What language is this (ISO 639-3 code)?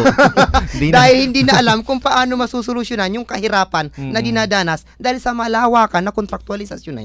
fil